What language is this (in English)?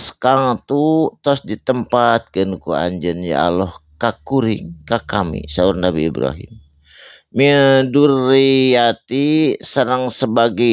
Sundanese